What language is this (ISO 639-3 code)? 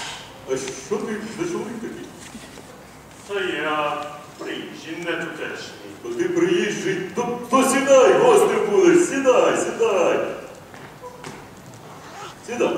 ukr